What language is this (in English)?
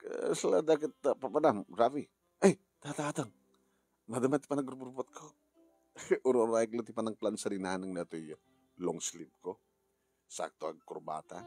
Iloko